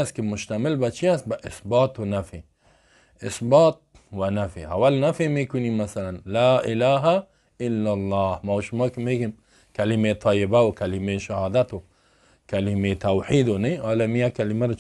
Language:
Persian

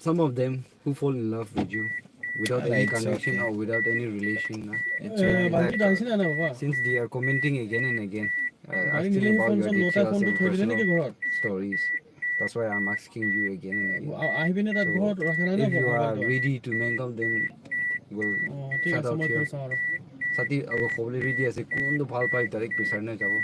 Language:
Naga Pidgin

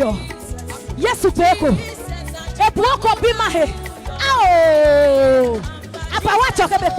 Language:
Adangme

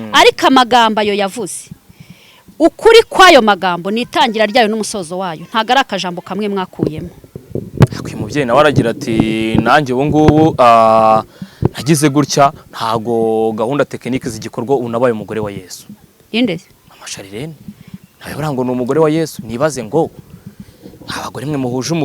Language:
Kinyarwanda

